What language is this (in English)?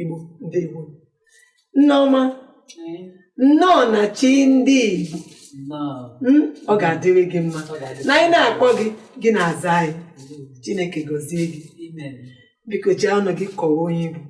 Igbo